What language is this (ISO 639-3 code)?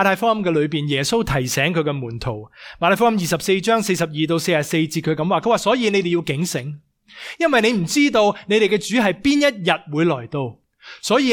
yue